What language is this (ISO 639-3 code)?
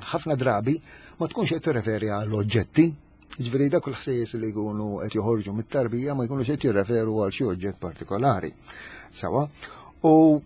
mlt